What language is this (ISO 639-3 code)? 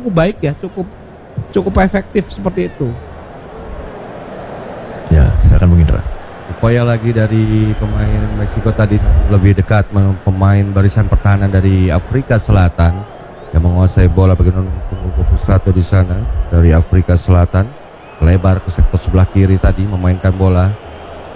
ind